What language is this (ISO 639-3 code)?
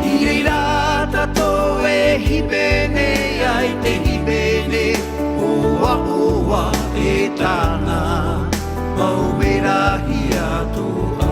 tah